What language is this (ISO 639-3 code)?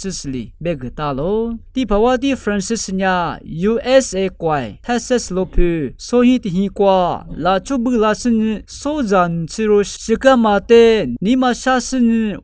lis